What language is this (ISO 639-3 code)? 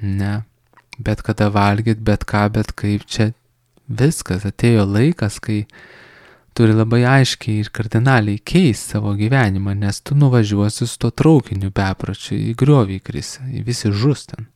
lit